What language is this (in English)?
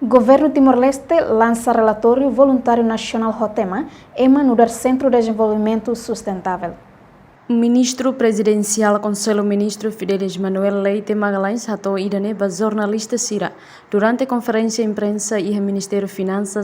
Tetum